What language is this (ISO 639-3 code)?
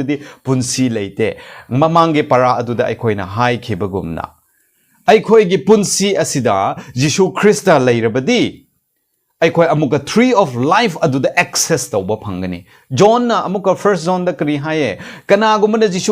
mni